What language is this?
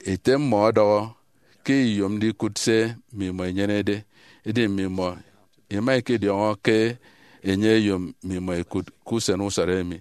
Efik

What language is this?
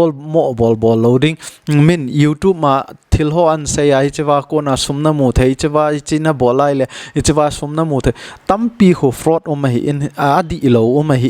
Thado Chin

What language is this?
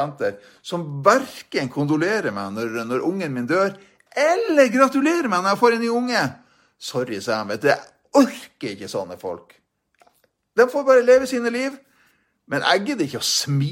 Norwegian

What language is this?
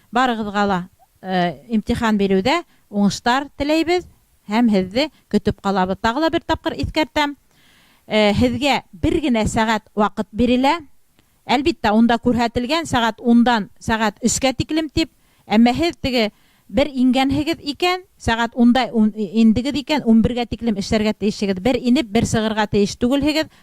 Bashkir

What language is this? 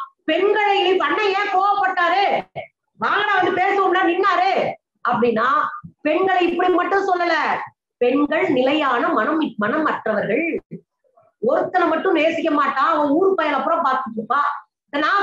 Tamil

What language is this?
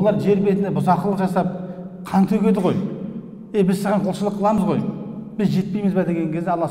Kazakh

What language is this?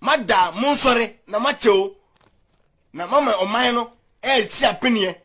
Akan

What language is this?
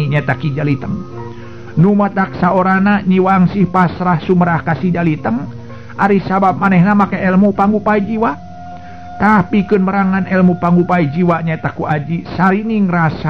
Sundanese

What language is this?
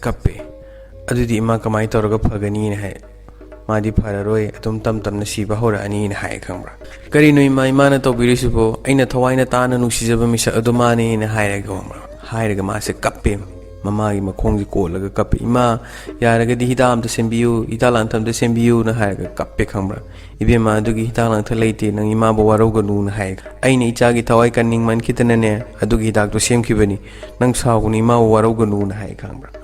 Manipuri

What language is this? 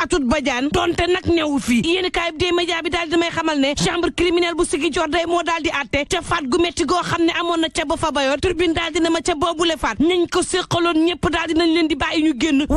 Wolof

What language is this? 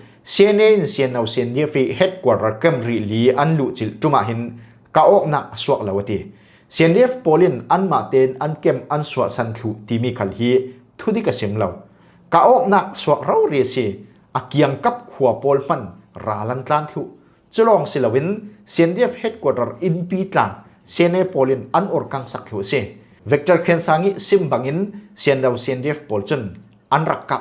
Falam Chin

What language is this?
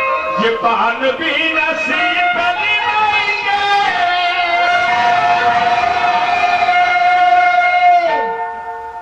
Bhojpuri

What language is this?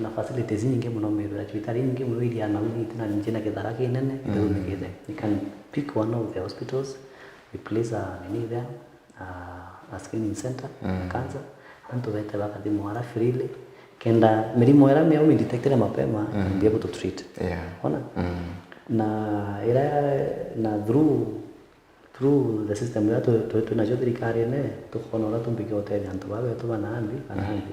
Meru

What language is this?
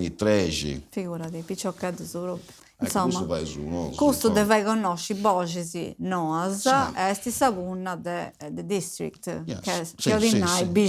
Sardinian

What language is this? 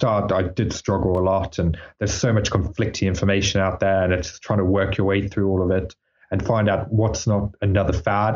English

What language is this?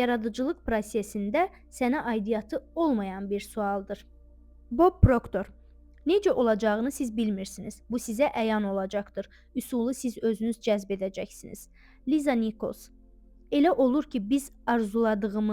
Azerbaijani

